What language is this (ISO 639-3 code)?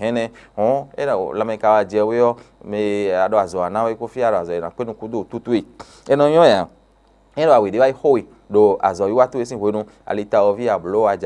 fon